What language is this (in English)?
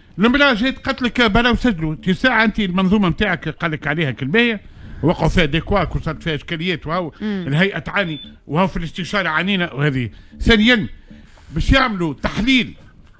Tunisian Arabic